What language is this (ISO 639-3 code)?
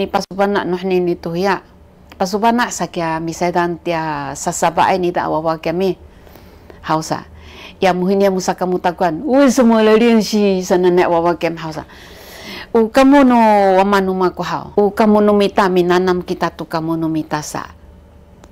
szy